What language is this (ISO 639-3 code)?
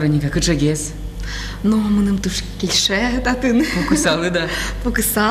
udm